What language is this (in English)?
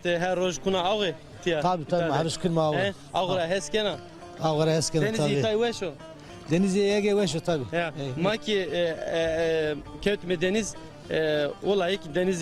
Zaza